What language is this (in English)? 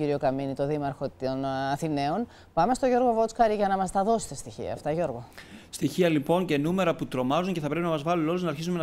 Greek